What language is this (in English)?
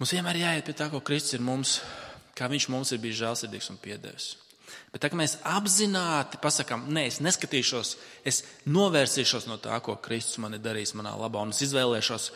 Latvian